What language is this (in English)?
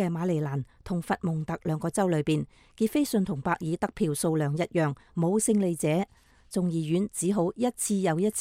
Cantonese